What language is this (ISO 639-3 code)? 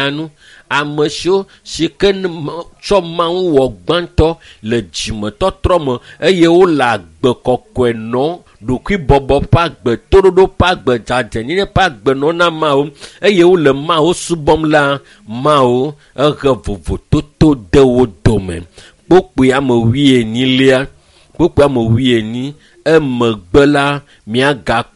ewe